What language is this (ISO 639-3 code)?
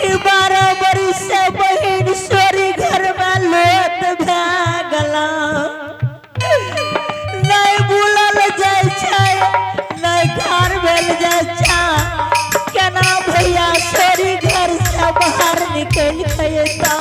anp